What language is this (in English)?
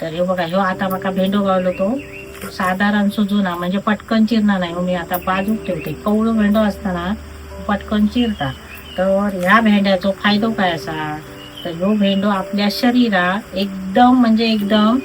Konkani